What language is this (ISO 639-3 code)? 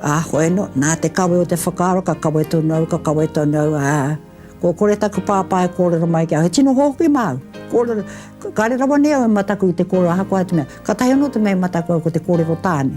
mri